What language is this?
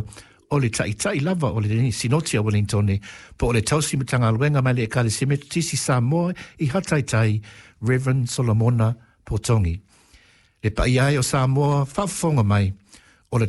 Samoan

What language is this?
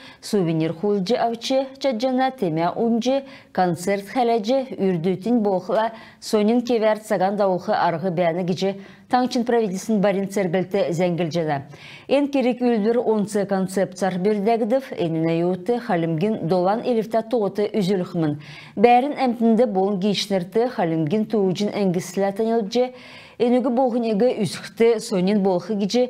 Kalmyk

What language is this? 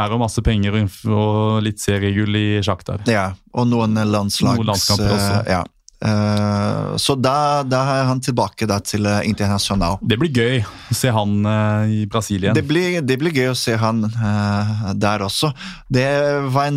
Norwegian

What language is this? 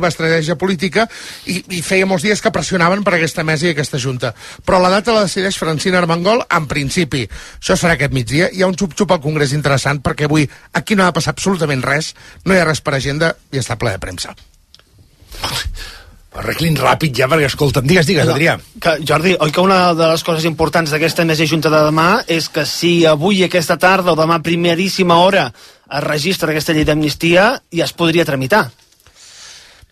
Catalan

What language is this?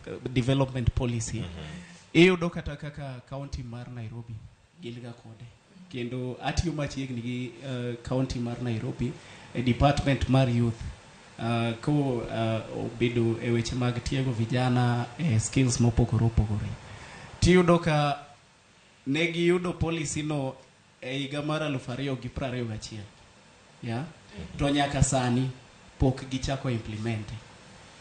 Luo (Kenya and Tanzania)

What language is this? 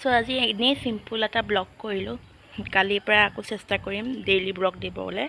Assamese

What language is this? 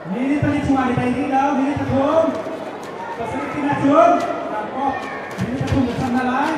Hakha Chin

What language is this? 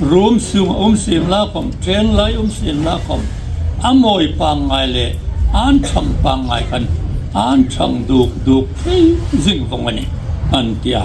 Hmar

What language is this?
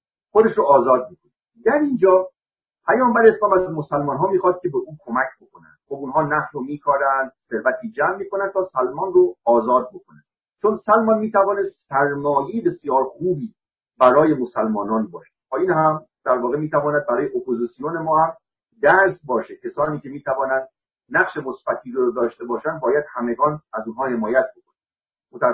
Persian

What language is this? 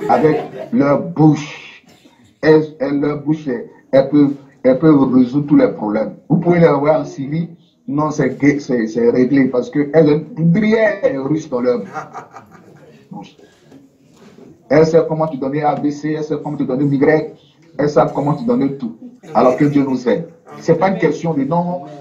French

